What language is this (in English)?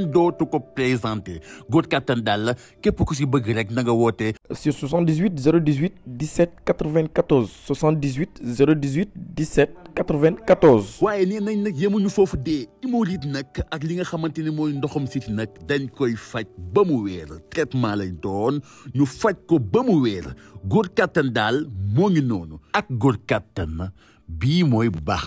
Wolof